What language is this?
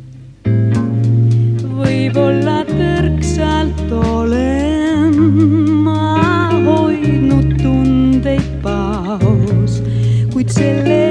Estonian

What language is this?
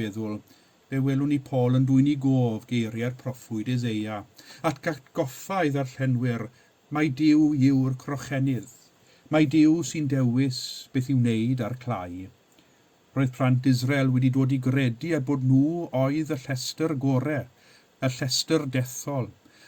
Welsh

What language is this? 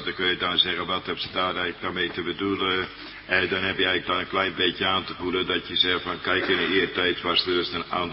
Dutch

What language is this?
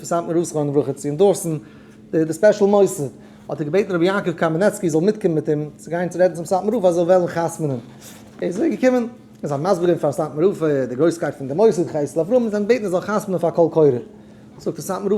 Yiddish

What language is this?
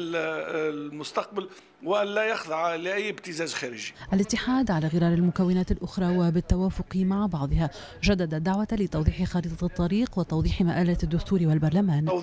Tunisian Arabic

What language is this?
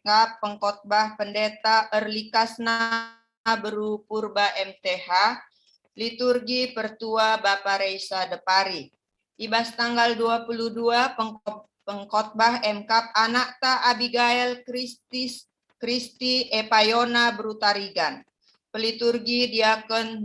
Batak Karo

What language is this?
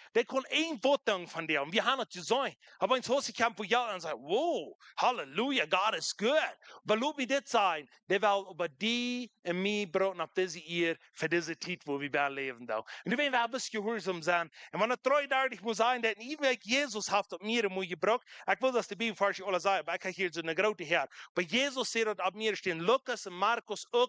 Plautdietsch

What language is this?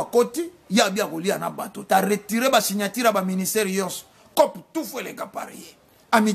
Lingala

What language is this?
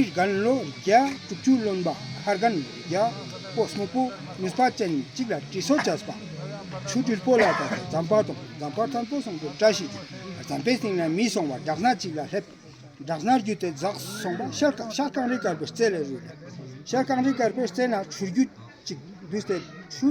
Ladakhi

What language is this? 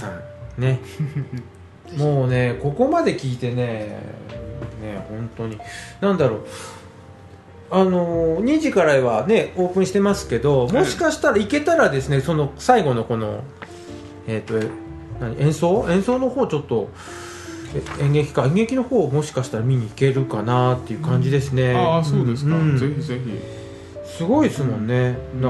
Japanese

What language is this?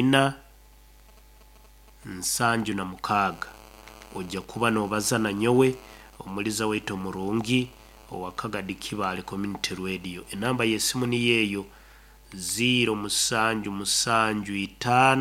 Nyoro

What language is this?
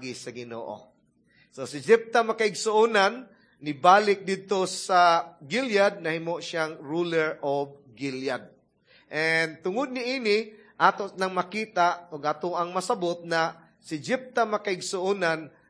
Cebuano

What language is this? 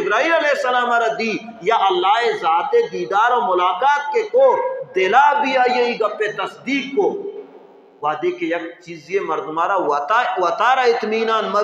Baluchi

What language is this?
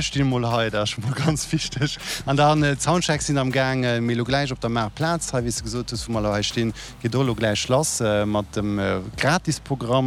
Luxembourgish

